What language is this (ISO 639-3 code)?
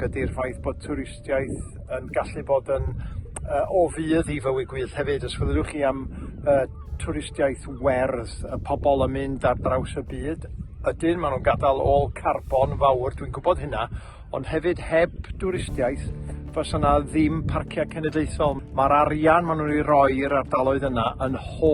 cym